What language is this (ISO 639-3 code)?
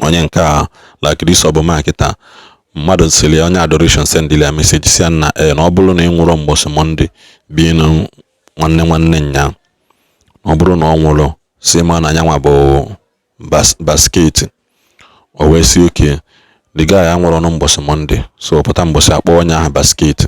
ibo